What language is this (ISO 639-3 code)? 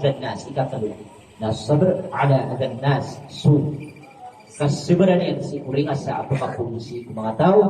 mrw